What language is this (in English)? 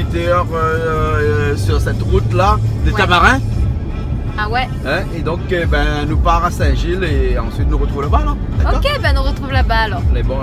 Réunion Creole French